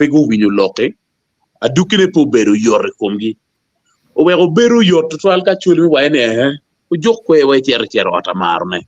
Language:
Acoli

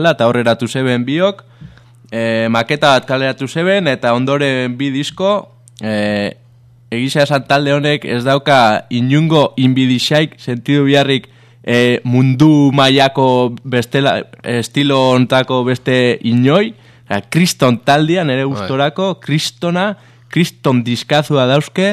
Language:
Basque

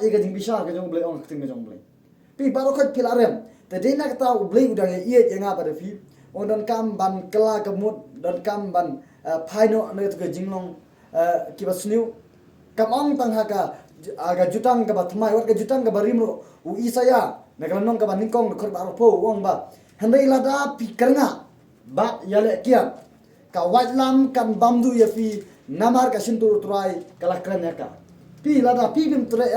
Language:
Khasi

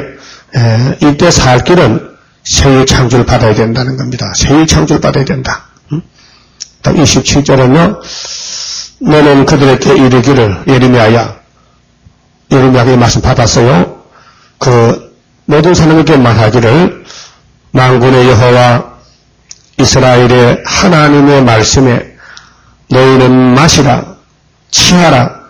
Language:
Korean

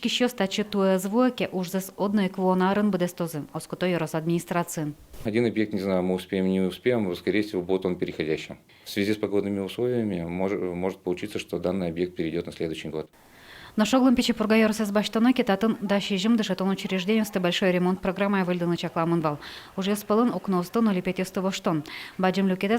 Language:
Udmurt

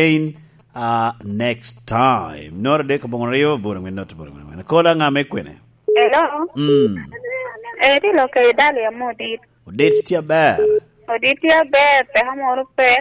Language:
Lango (Uganda)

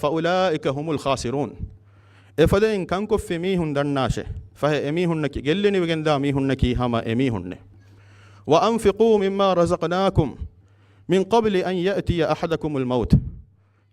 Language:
Divehi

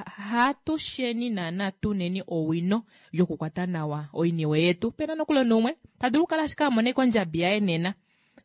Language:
Kuanyama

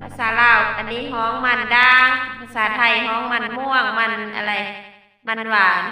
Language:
Northeastern Thai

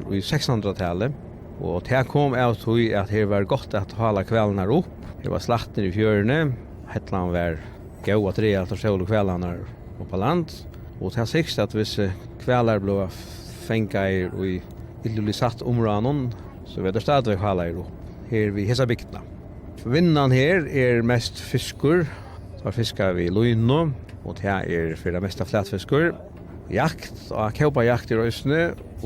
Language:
Faroese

